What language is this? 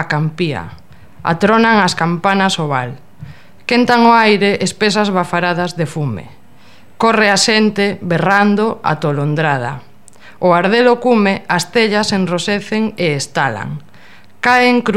Galician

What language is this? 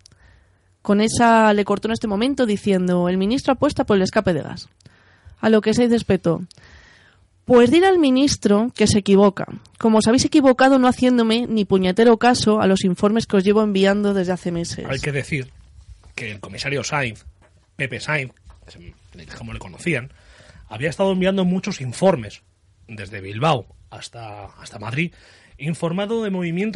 Spanish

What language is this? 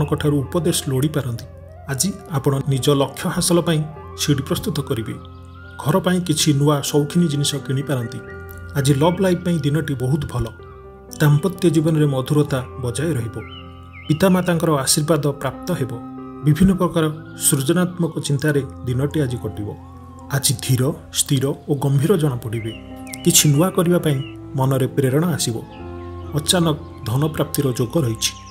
Odia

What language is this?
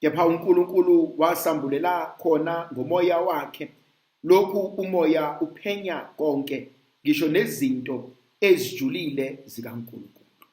Zulu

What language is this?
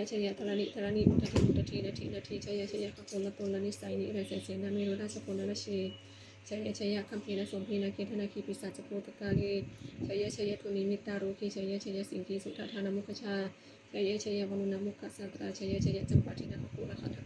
Pali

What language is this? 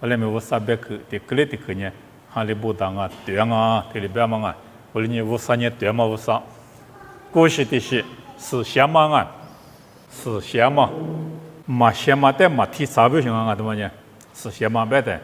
Lisu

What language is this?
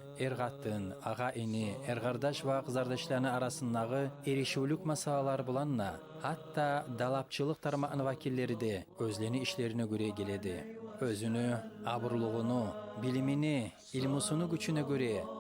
Kumyk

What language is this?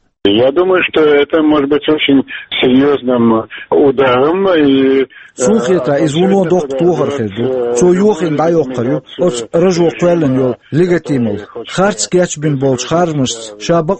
Chechen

